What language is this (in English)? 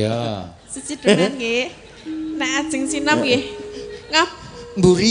Javanese